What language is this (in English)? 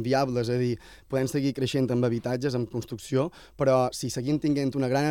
Catalan